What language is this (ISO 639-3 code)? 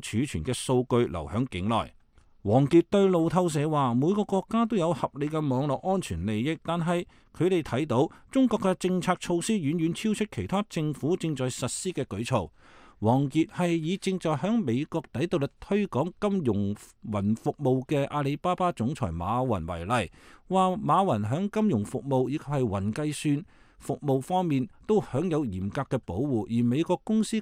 yue